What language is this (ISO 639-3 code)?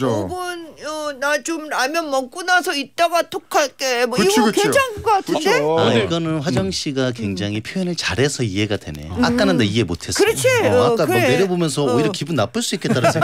kor